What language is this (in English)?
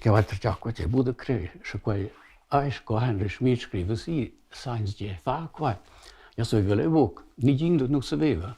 Romansh